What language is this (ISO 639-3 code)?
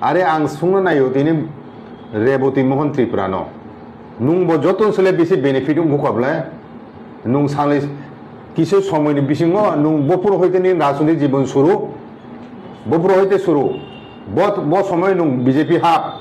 trp